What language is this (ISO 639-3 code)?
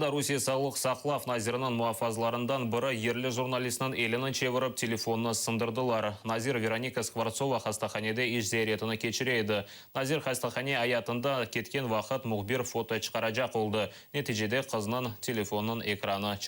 crh